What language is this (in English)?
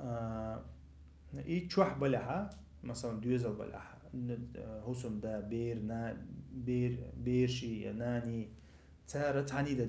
Chechen